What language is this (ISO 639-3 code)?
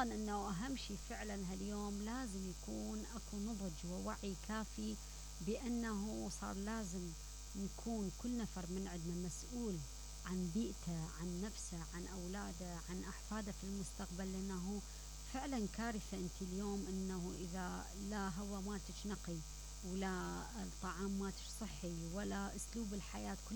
acm